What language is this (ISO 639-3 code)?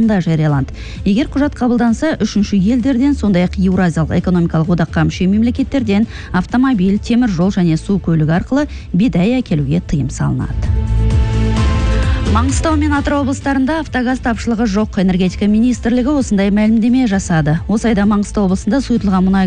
kaz